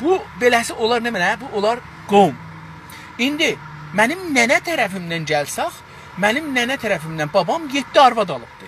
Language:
South Azerbaijani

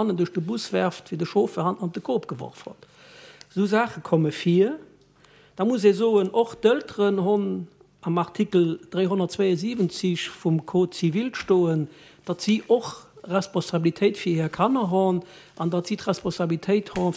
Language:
Luxembourgish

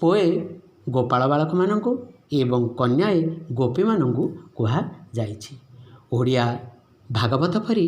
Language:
Odia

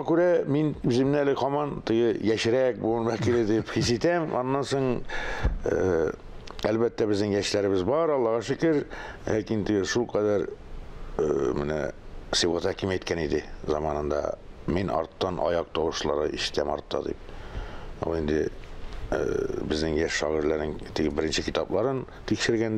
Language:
Tatar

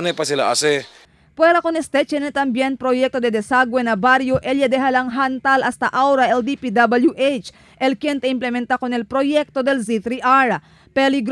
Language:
Chavacano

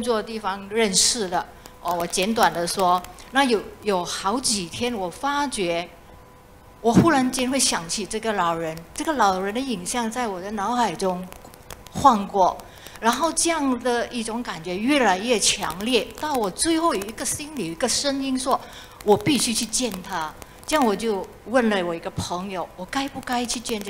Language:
Chinese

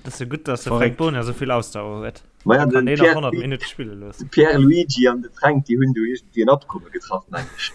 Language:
Luxembourgish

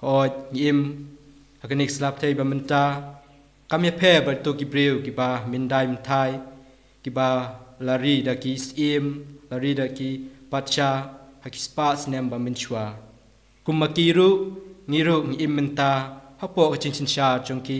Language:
Khasi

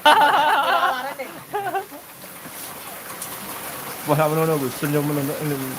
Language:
Sasak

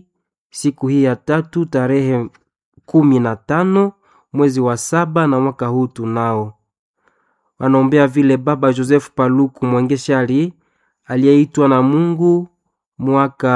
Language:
Swahili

